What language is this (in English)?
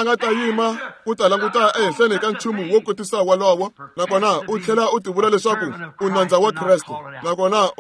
Tsonga